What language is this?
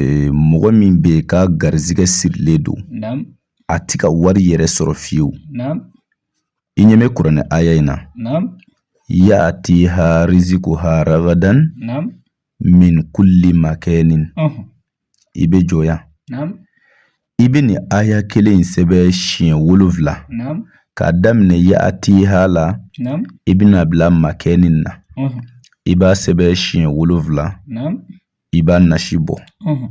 Bambara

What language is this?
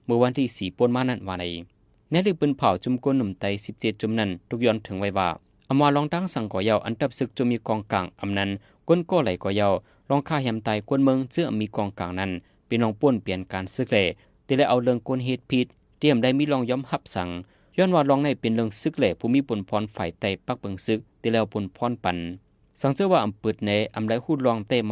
Shan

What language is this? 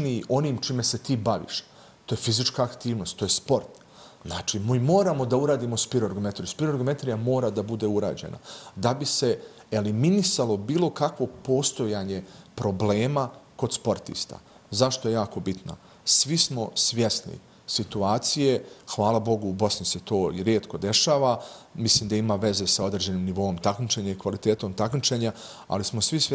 Bosnian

